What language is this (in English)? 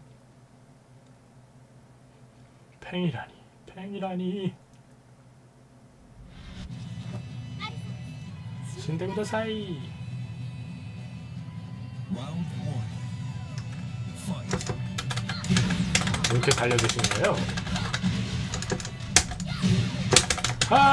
Korean